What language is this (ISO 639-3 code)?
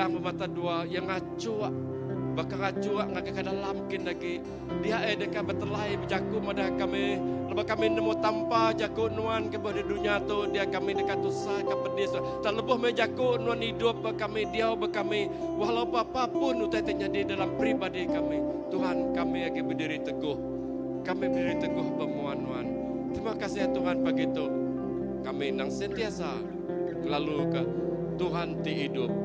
iba